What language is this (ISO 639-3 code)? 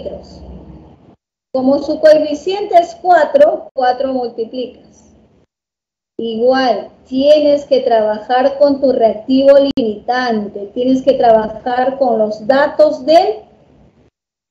spa